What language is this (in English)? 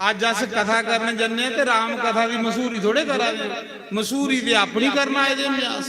Dogri